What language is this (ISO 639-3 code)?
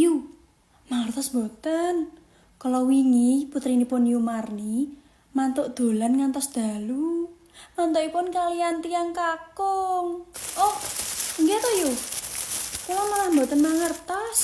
jav